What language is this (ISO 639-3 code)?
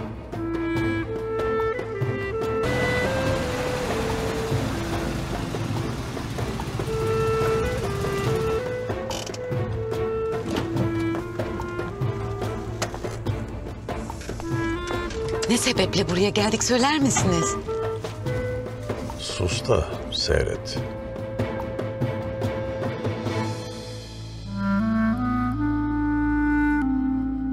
tur